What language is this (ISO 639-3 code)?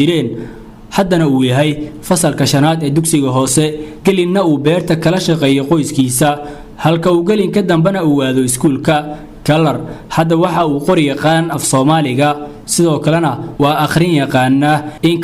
som